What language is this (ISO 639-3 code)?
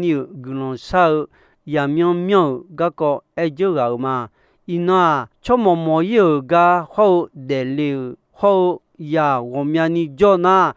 ahk